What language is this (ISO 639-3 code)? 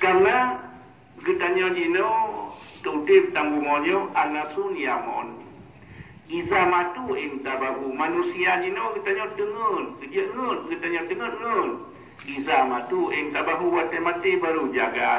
ace